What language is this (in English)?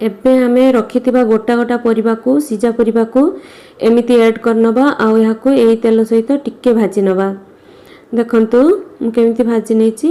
Odia